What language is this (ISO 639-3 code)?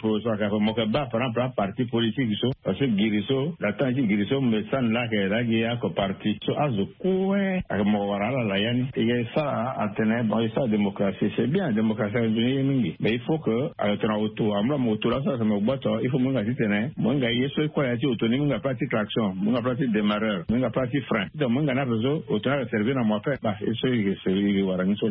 sag